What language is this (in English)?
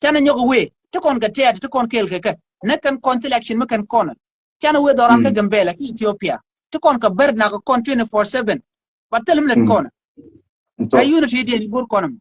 Nuer